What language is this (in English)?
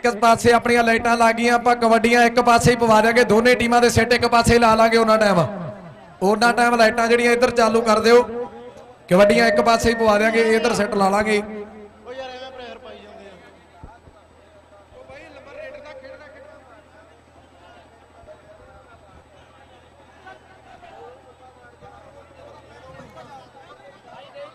Punjabi